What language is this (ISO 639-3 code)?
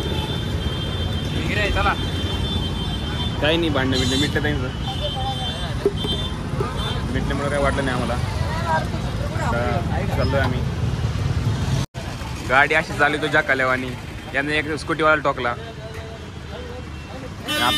mar